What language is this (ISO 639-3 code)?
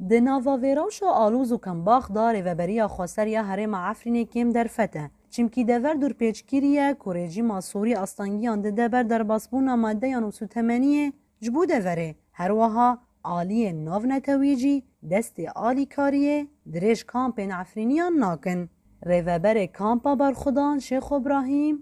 kur